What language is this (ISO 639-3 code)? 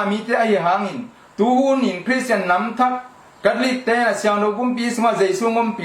ctd